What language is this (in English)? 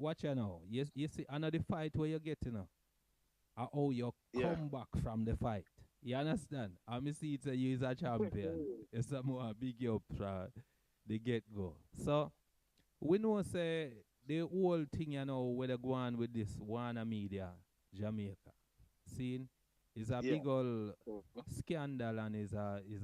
Jamaican Creole English